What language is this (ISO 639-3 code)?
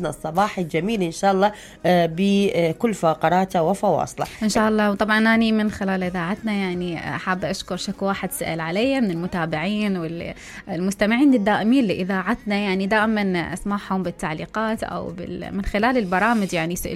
acm